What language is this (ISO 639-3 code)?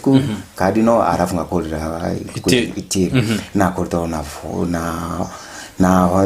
guz